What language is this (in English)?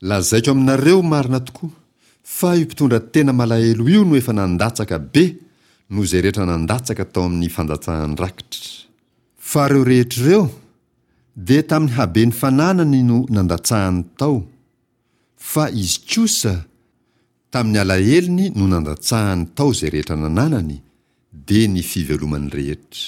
Malagasy